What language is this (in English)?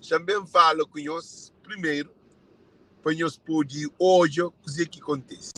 Kabuverdianu